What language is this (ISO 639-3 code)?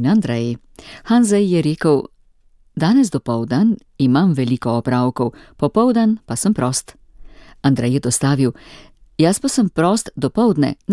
slv